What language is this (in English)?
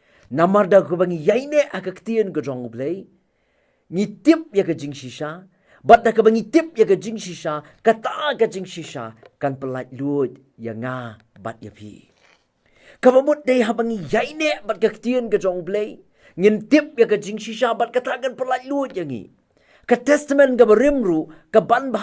Khasi